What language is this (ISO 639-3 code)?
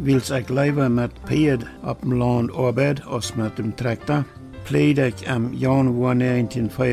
pdt